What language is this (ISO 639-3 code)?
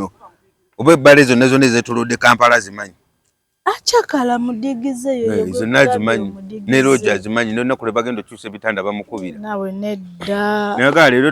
lug